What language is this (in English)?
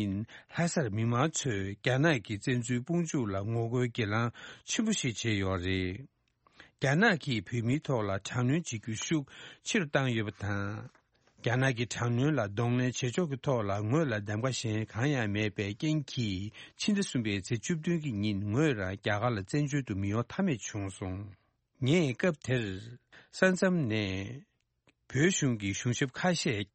Tibetan